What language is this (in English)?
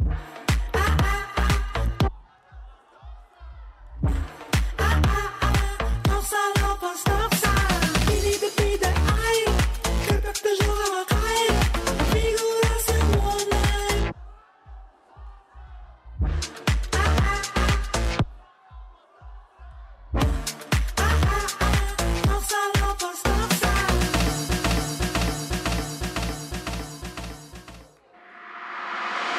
Kazakh